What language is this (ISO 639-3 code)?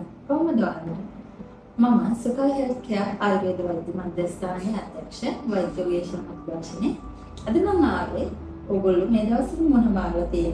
sin